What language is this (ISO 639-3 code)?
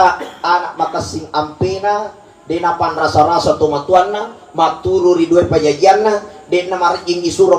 bug